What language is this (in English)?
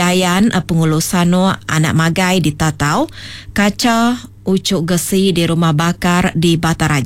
Iban